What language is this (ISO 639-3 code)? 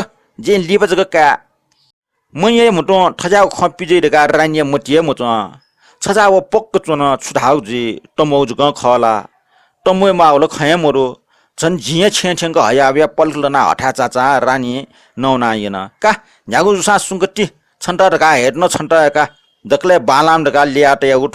new